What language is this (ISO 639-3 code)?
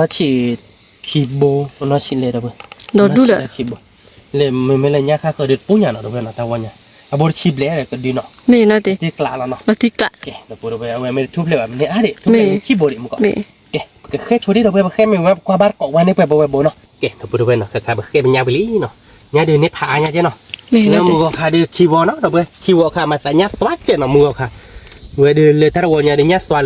ksw